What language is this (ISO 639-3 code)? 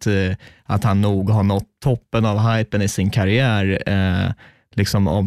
swe